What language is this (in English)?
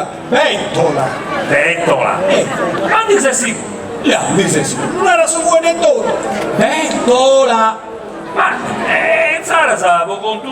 Sardinian